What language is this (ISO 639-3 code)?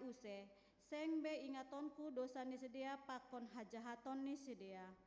bts